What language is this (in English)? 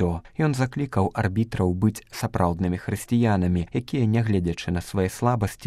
Belarusian